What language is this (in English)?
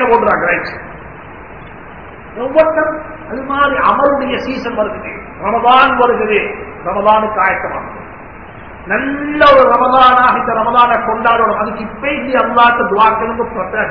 Tamil